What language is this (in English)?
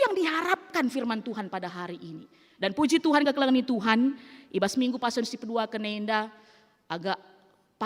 Batak Karo